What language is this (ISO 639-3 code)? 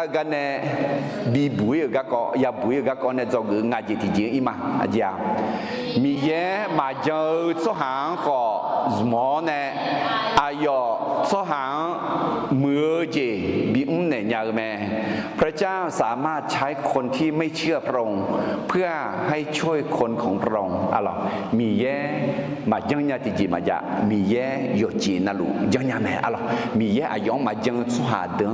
ahk